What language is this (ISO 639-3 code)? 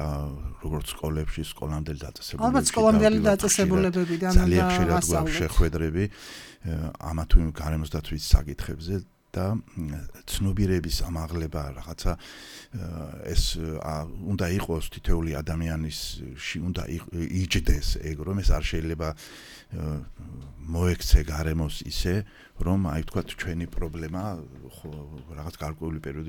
kat